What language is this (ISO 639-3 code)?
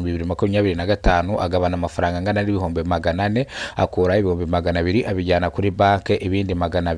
kin